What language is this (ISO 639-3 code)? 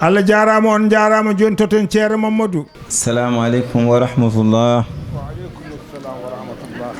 ful